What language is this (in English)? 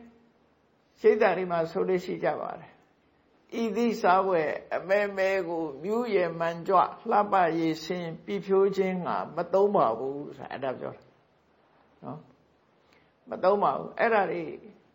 Burmese